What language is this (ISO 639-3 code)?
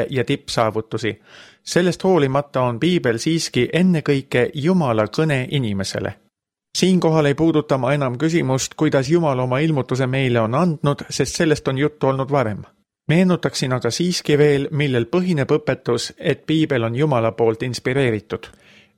est